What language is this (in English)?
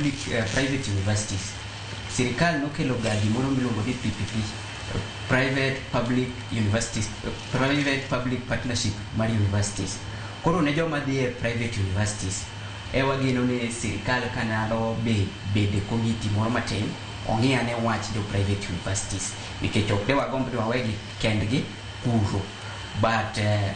Luo (Kenya and Tanzania)